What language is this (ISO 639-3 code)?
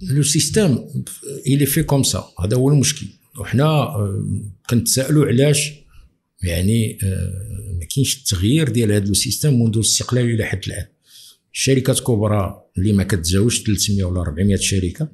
ary